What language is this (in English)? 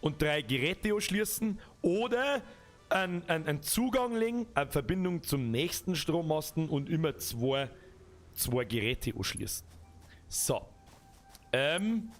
Bavarian